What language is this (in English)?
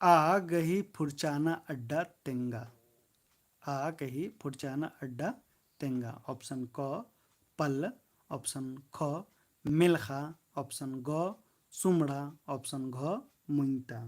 Kurukh